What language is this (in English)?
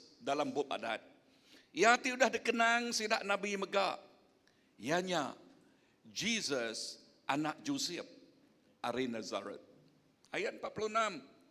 Iban